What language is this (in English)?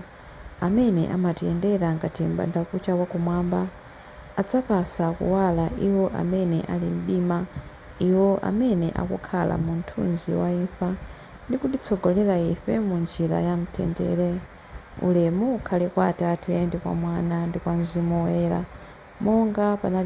Nyanja